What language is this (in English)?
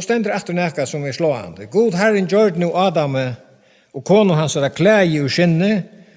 Faroese